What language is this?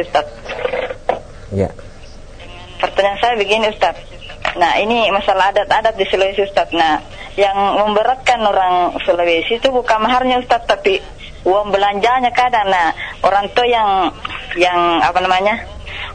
Indonesian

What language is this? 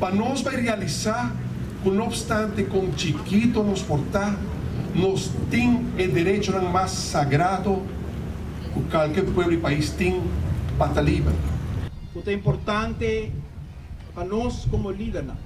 Papiamento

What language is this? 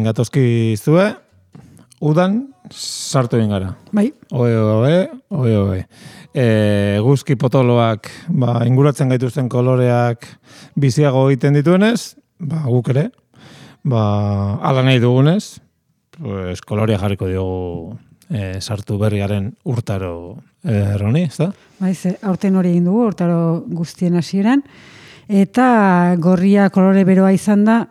Basque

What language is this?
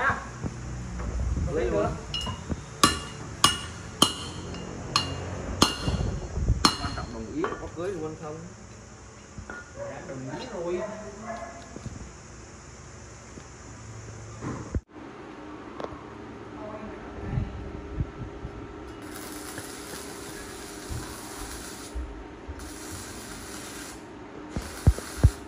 Vietnamese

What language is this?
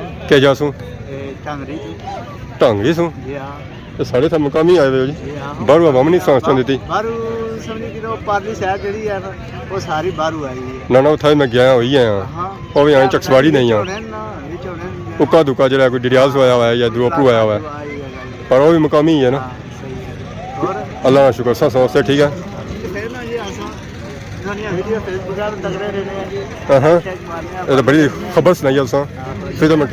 Pahari-Potwari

